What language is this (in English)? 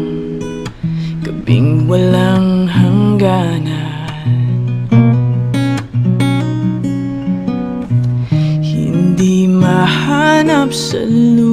Filipino